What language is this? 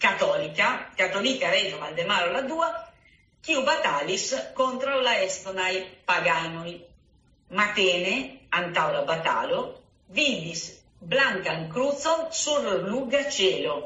Esperanto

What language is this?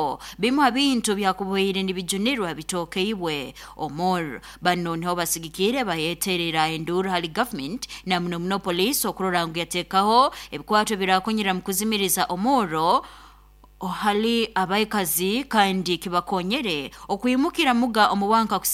Nyankole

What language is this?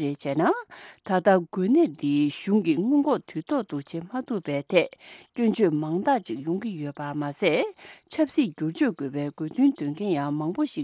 Tibetan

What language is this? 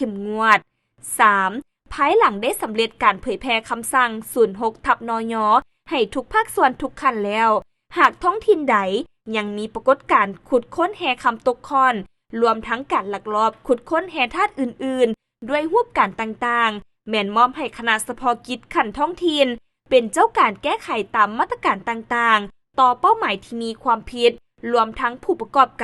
Lao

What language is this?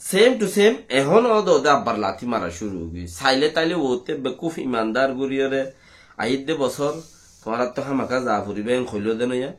Rohingya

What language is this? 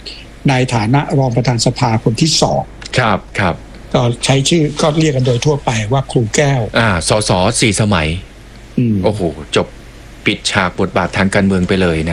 Thai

